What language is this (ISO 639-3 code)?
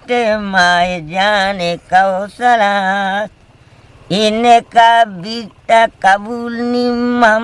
bgp